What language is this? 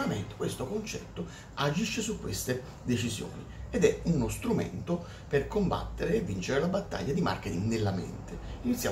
Italian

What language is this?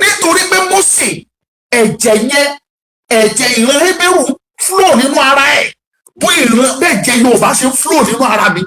Yoruba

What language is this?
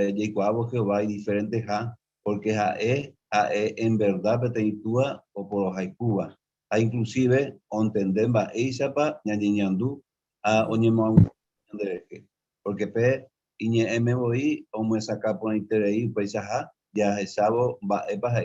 Guarani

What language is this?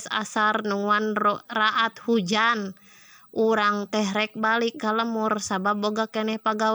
Sundanese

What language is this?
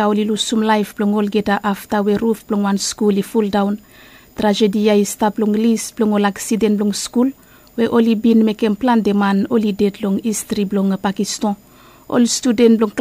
Bislama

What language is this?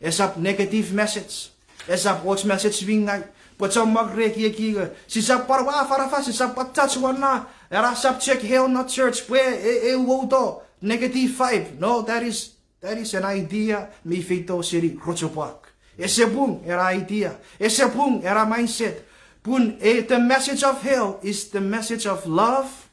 Chuukese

